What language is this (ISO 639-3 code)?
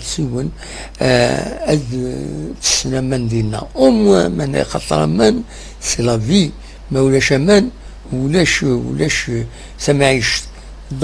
kab